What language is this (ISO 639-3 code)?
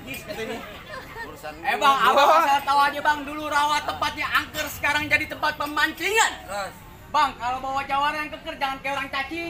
bew